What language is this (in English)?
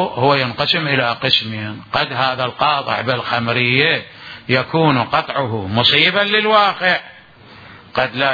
Mesopotamian Arabic